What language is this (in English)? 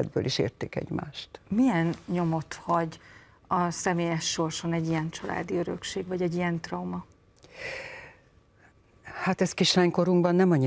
Hungarian